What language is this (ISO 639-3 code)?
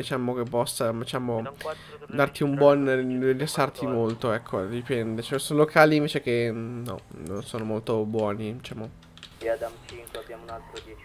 ita